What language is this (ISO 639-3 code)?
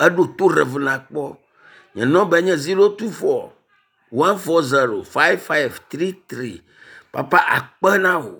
ewe